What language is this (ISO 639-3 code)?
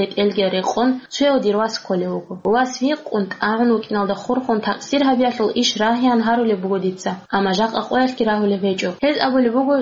ava